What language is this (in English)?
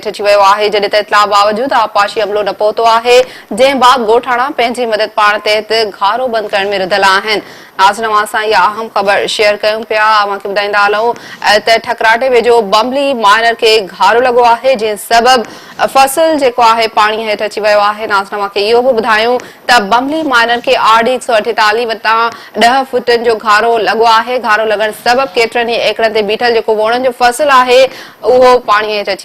Sindhi